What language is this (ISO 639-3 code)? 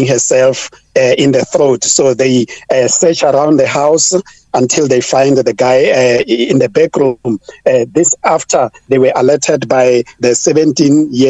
eng